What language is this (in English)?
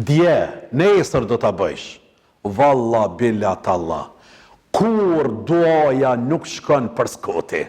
Albanian